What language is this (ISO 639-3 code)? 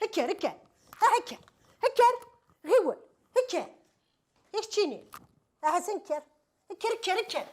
kab